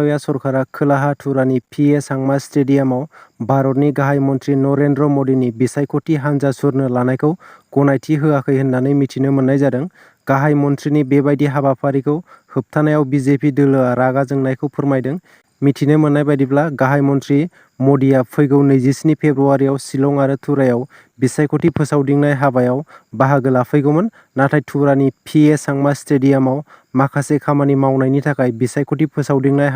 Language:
Bodo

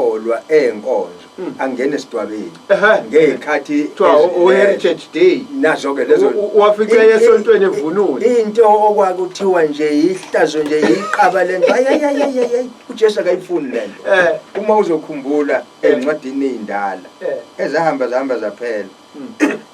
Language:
Zulu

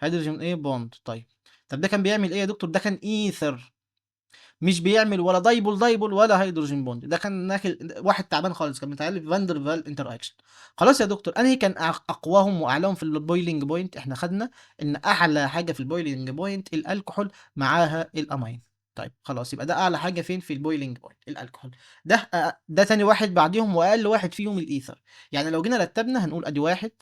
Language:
Egyptian Arabic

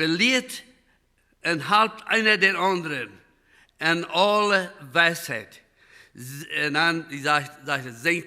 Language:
Plautdietsch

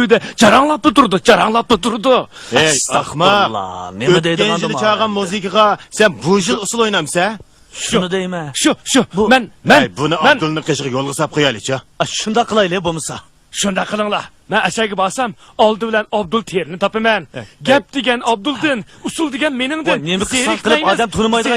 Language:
Uyghur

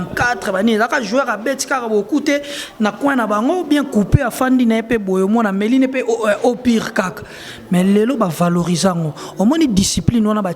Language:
Lingala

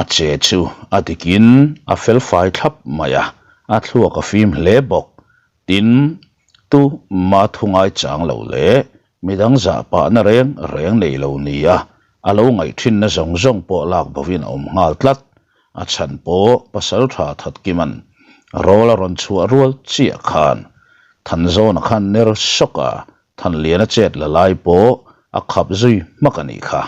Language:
Mizo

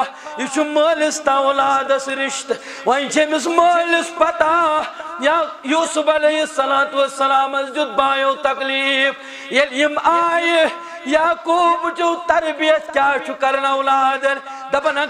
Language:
Kashmiri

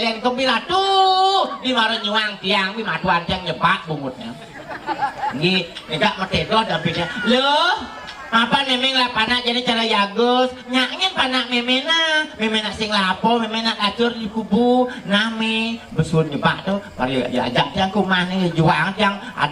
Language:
Balinese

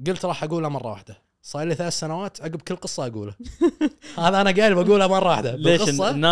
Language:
Gulf Arabic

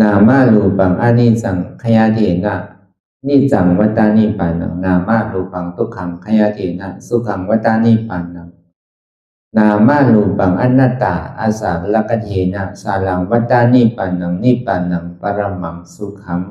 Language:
Shan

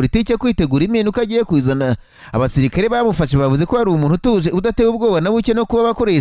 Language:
Kinyarwanda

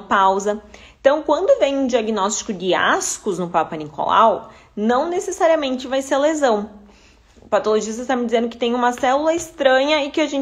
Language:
Portuguese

